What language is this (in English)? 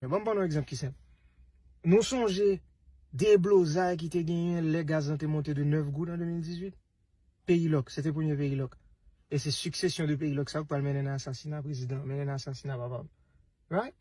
Haitian Creole